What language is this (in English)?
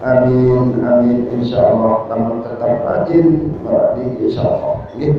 Sasak